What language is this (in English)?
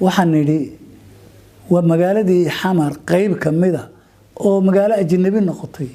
Somali